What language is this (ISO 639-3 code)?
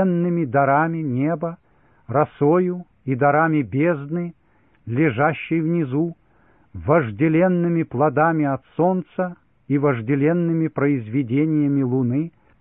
rus